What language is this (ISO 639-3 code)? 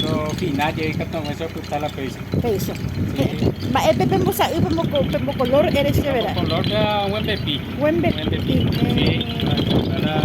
grn